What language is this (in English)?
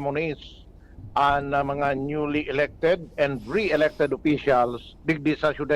Bikol